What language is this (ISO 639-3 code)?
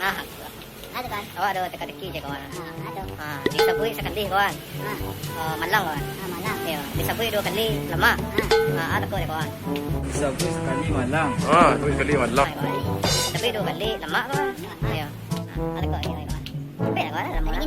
min